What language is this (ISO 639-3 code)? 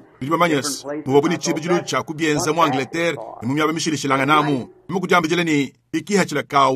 lua